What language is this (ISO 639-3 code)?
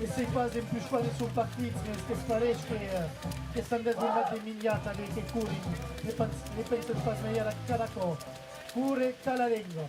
oci